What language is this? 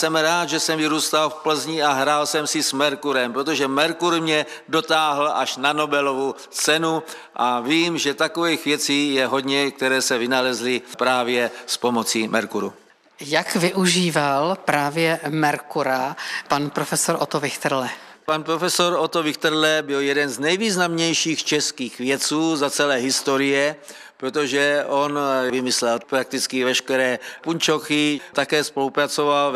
Czech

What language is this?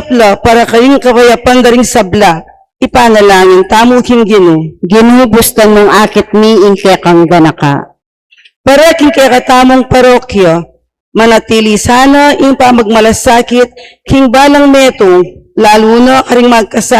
Pampanga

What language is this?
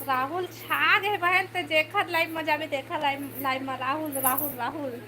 Chhattisgarhi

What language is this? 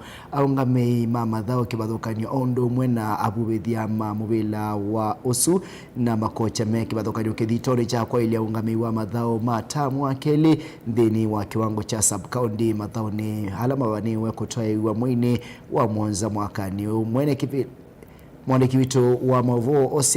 Kamba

